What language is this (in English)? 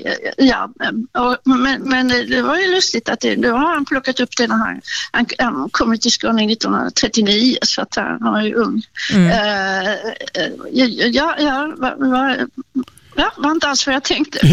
Swedish